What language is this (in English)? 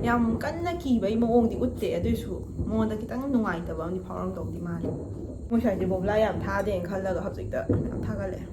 Manipuri